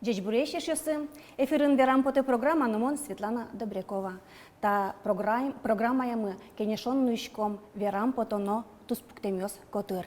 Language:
Udmurt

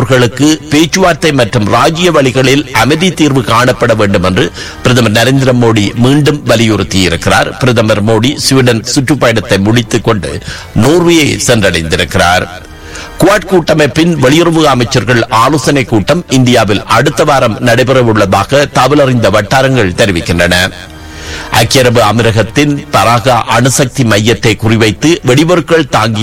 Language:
Tamil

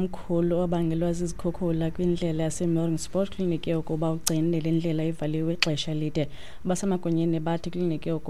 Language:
Xhosa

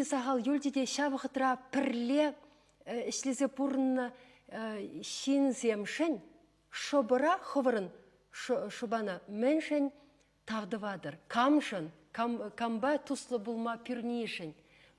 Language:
Chuvash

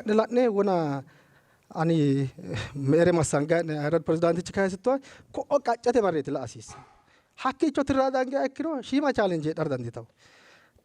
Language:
Sidamo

